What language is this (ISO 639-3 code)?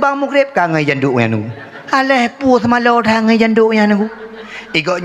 ace